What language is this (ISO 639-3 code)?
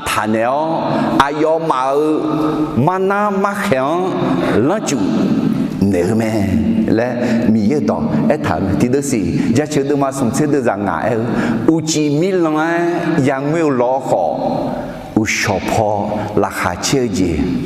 ahk